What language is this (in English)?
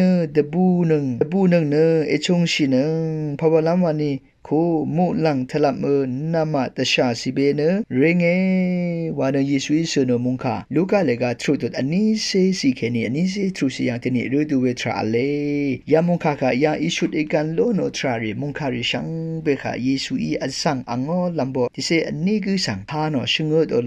Rawang